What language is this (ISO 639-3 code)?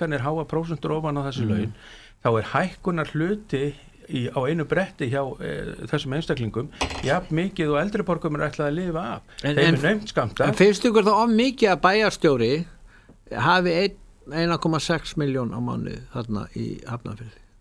isl